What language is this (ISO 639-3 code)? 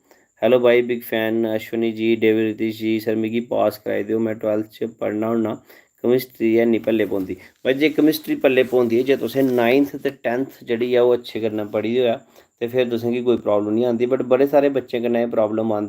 doi